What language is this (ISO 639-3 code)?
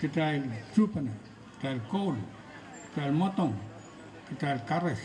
pon